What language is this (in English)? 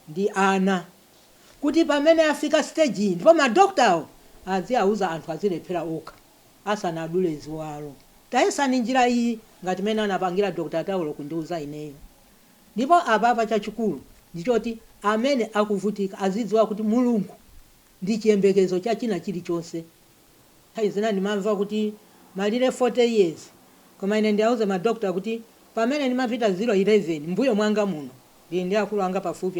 Nyanja